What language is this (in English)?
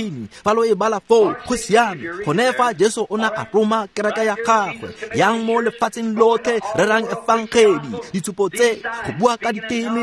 Tswana